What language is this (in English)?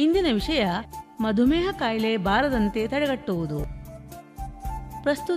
Kannada